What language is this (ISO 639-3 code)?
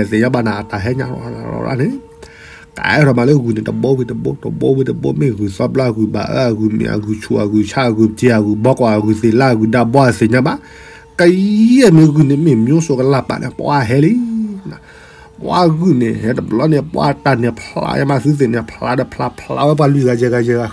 ksw